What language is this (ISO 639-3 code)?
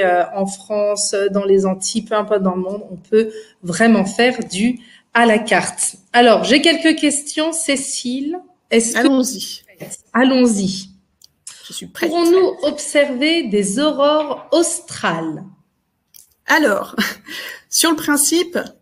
fra